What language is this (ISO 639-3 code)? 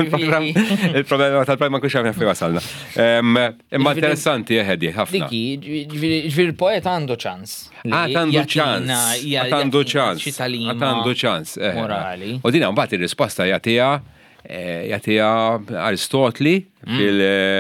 mlt